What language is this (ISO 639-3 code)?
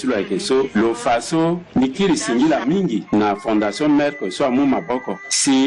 sag